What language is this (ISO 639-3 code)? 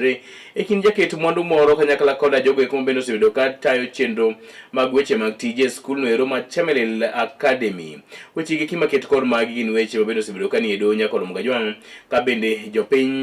luo